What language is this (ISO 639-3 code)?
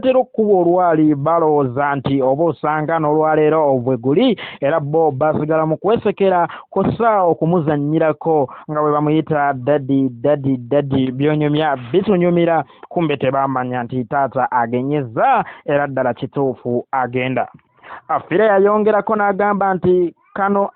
lug